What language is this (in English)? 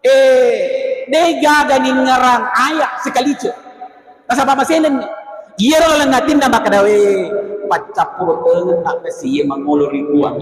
Buginese